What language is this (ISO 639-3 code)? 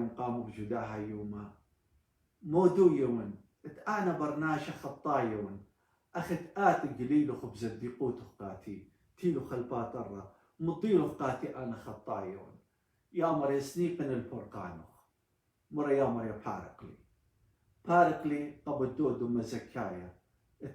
aii